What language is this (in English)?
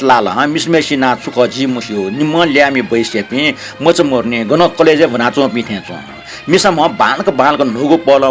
Newari